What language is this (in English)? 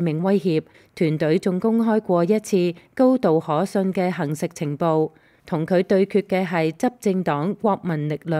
Cantonese